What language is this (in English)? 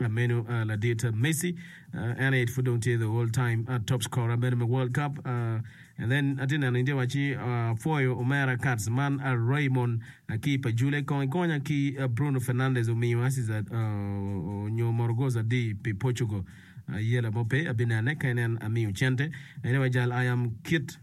Acoli